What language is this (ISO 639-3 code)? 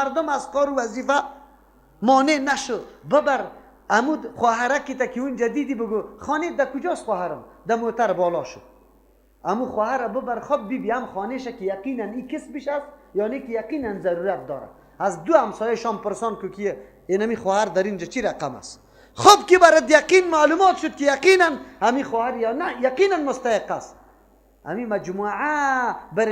fas